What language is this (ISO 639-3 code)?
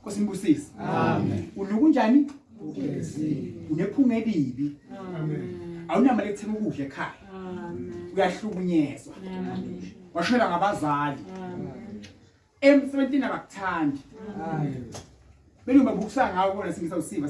zul